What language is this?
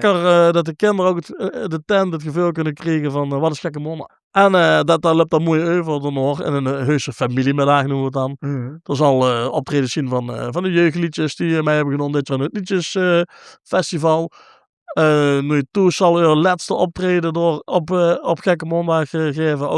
Limburgish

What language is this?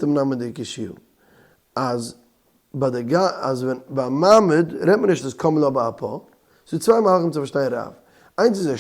Yiddish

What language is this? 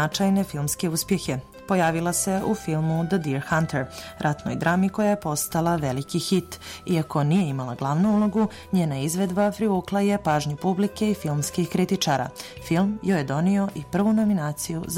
Serbian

